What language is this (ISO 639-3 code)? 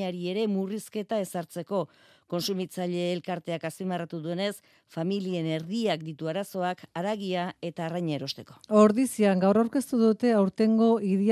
eus